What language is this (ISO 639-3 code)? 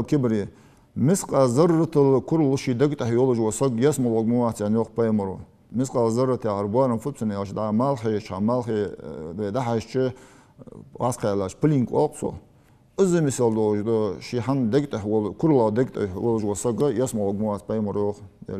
inh